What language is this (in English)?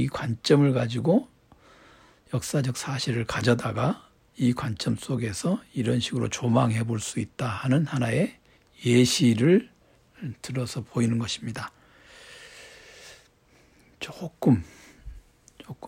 Korean